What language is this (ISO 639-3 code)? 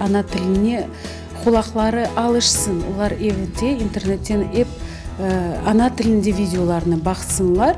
crh